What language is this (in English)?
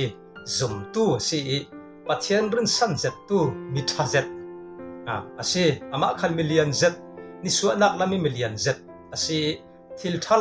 Falam Chin